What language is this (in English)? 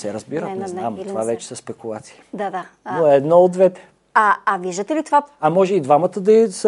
Bulgarian